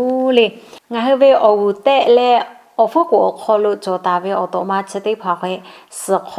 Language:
Lahu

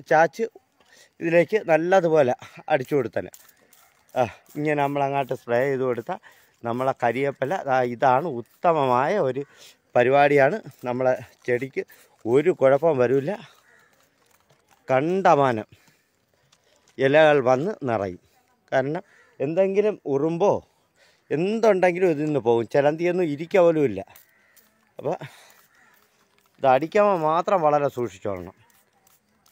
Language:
Malayalam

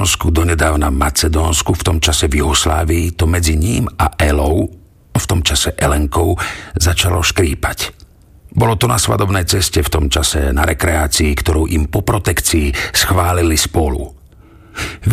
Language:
Slovak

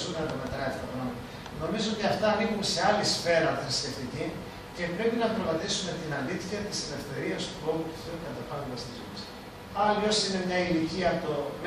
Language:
Greek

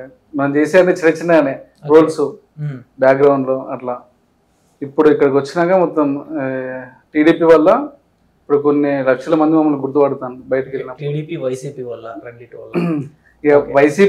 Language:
Telugu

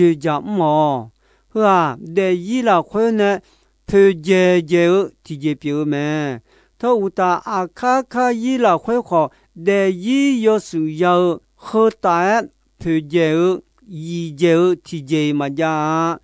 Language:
Akha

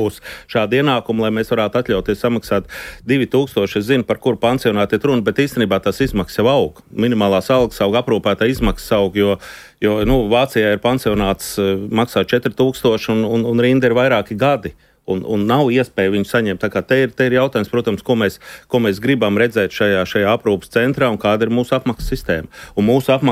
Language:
Latvian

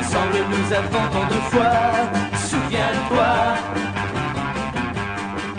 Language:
French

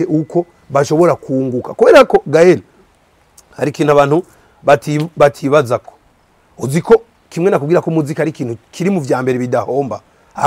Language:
Rundi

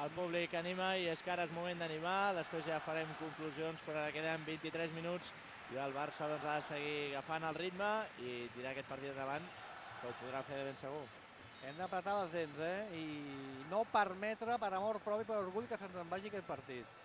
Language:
Catalan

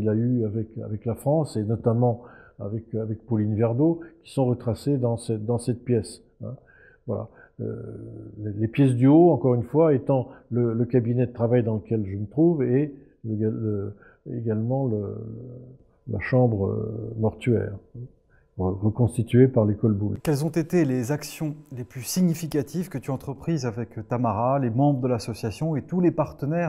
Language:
French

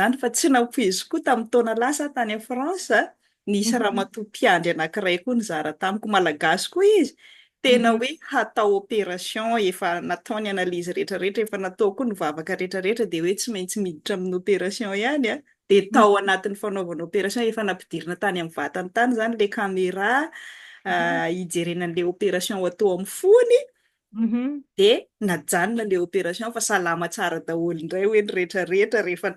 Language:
Malagasy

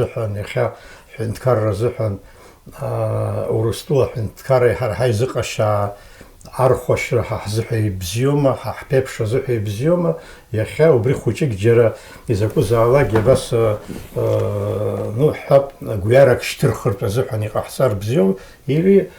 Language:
Abkhazian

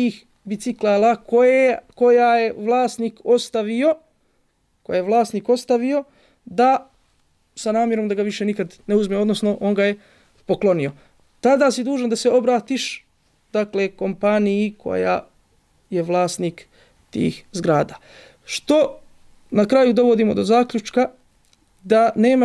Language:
Bosnian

